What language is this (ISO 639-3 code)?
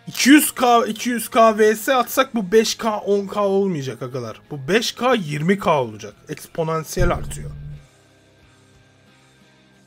tur